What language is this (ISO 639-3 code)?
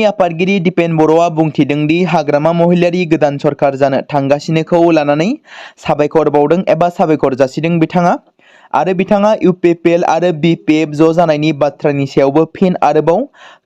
brx